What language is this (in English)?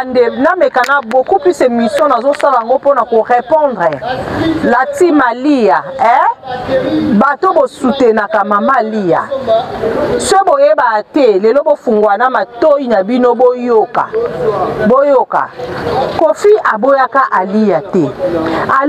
Lingala